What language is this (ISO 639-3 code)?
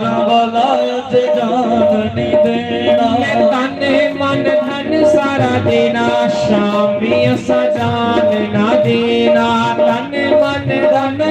doi